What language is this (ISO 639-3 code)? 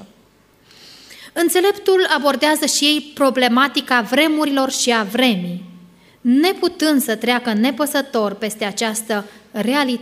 ron